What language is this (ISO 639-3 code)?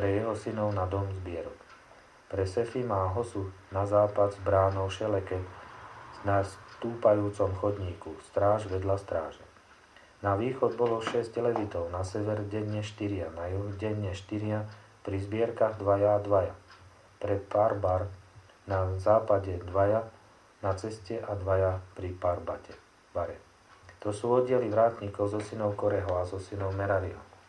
slk